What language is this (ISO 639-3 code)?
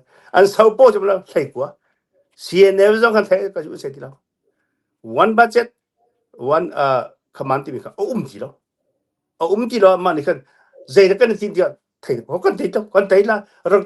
cnh